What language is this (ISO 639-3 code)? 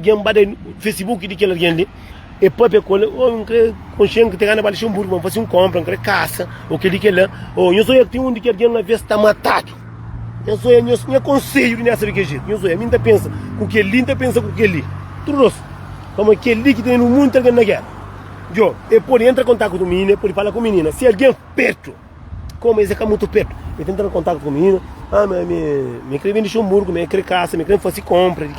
kea